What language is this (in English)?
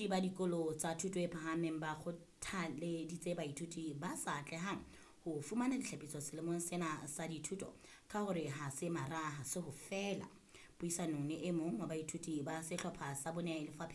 Southern Sotho